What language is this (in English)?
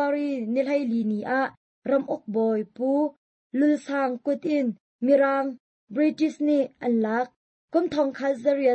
Hakha Chin